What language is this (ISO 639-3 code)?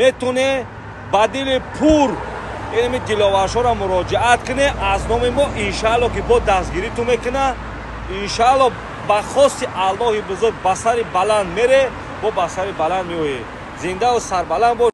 tgk